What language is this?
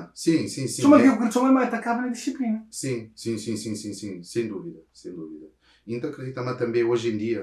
Kabuverdianu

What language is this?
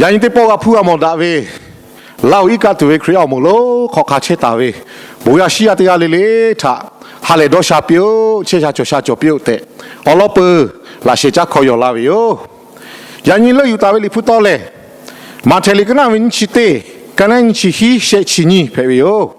Lahu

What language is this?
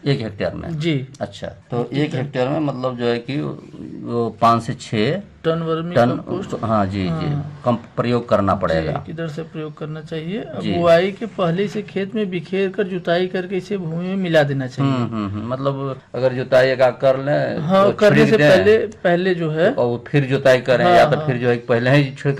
Hindi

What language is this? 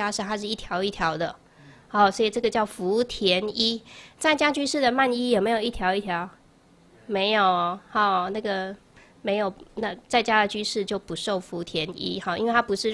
Chinese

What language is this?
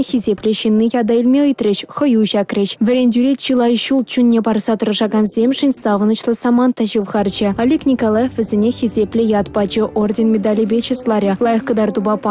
Chuvash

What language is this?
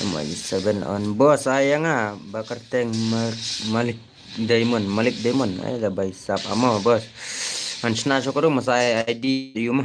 Khasi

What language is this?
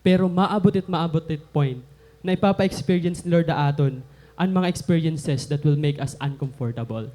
Waray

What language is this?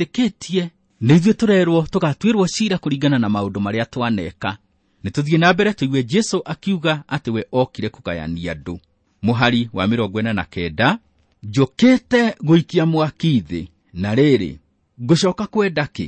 Kikuyu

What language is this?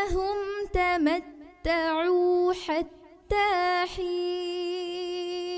Divehi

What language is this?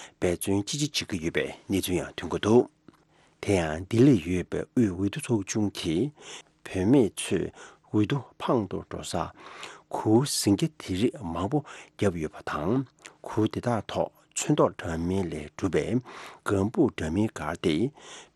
Tibetan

